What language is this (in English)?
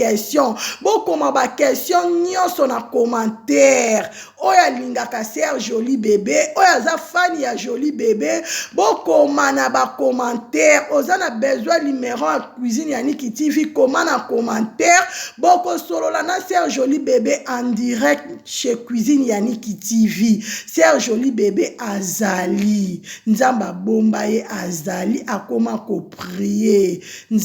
Lingala